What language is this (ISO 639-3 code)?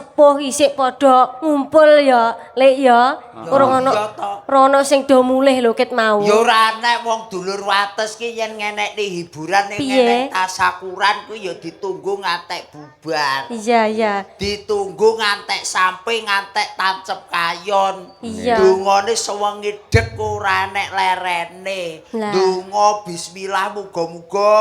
jav